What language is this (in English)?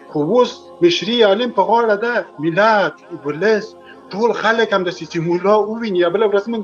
Pashto